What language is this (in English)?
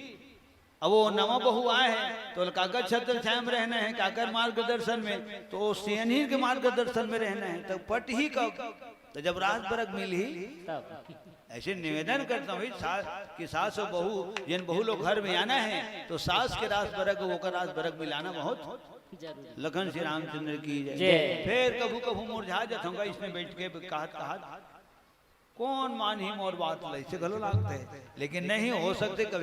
Chhattisgarhi